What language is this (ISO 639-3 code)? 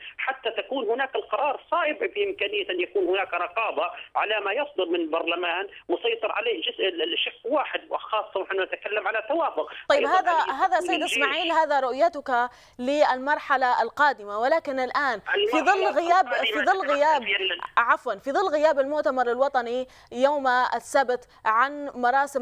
ara